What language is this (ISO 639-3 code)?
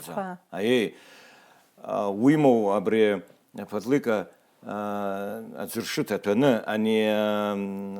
abk